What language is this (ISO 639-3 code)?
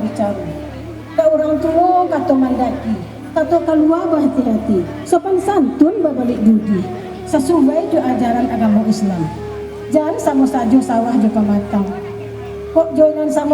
min